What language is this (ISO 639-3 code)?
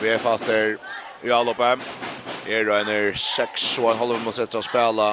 fao